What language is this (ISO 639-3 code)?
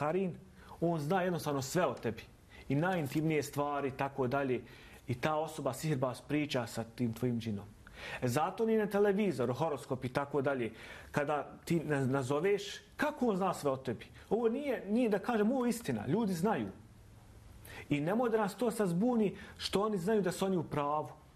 bos